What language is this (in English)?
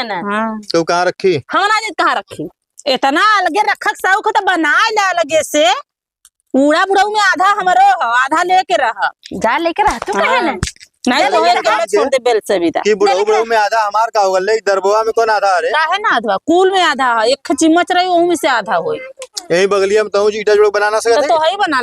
Awadhi